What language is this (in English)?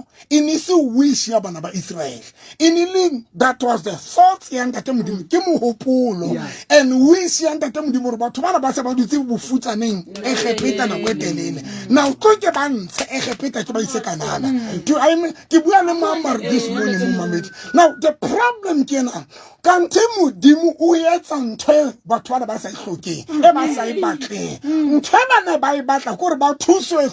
Southern Sotho